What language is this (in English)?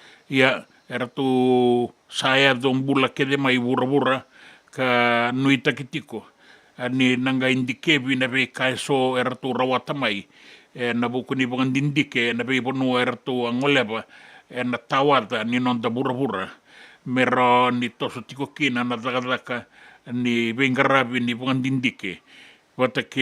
Fijian